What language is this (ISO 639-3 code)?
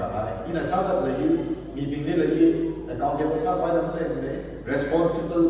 nmf